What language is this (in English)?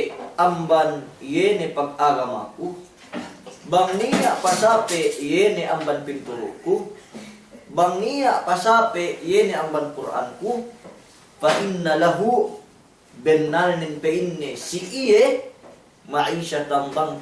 Yakan